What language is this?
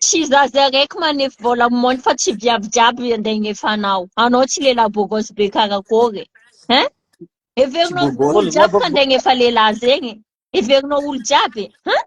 Malagasy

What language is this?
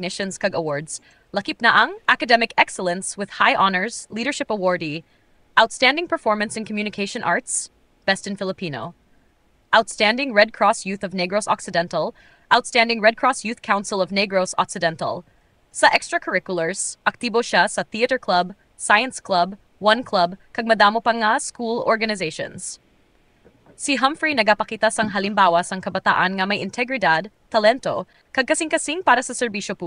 Hiligaynon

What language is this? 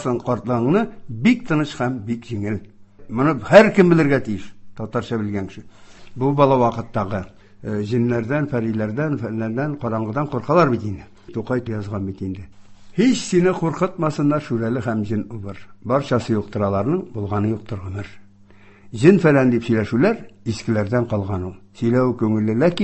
Tatar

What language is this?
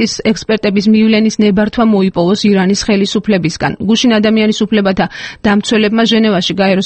Georgian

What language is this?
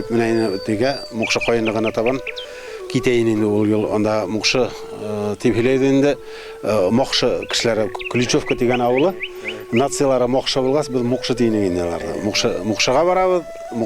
Bashkir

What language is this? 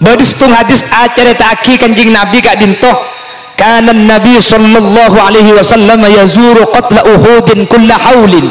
Madurese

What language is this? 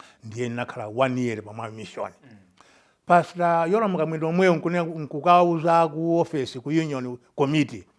Nyanja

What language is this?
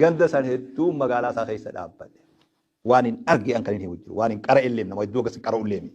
Oromo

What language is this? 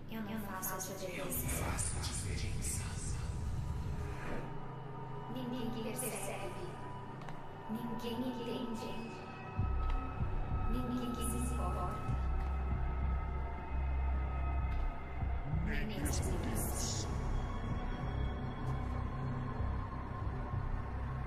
Portuguese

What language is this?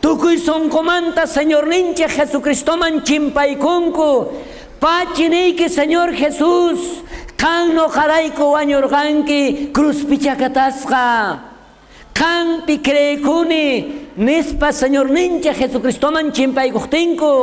South Bolivian Quechua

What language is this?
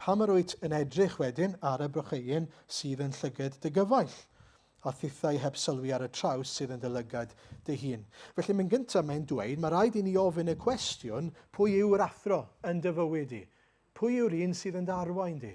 Welsh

